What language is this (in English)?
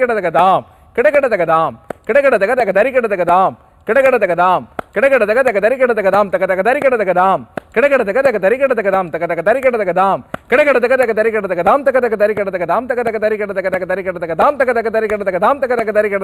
Tamil